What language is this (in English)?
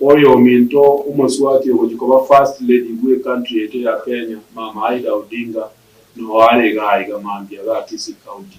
Gusii